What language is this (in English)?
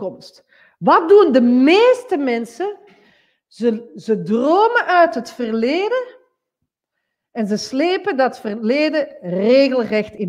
Dutch